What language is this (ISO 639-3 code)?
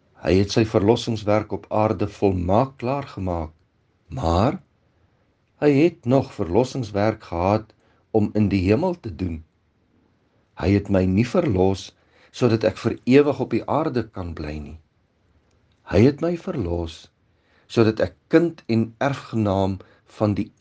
afr